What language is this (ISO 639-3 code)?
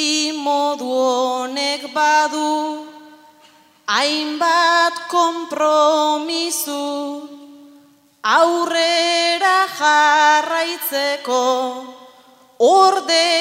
eus